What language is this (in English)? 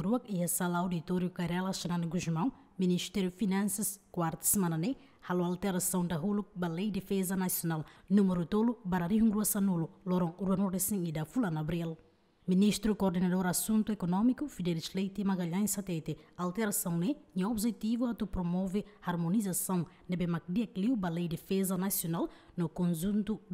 Tetum